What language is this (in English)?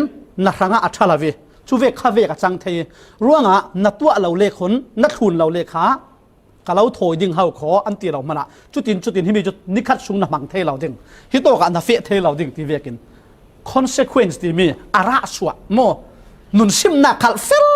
Falam Chin